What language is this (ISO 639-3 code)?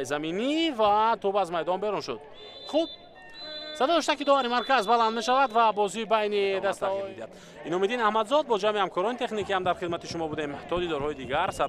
tgk